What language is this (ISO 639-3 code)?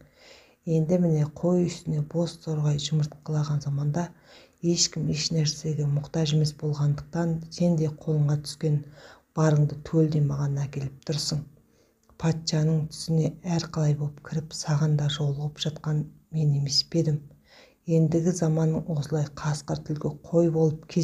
kaz